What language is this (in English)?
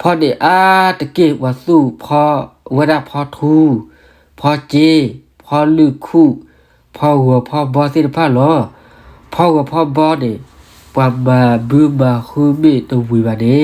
S'gaw Karen